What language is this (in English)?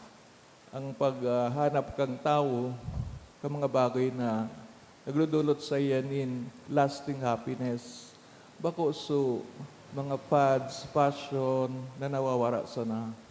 Bikol